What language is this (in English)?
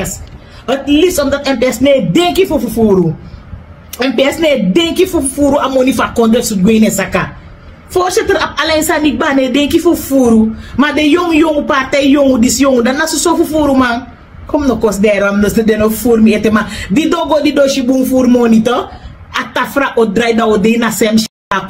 Sranan Tongo